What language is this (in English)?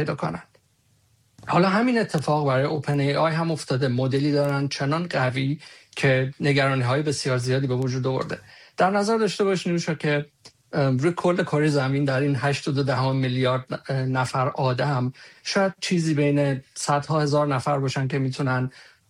Persian